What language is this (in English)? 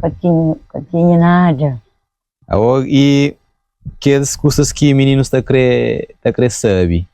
Kabuverdianu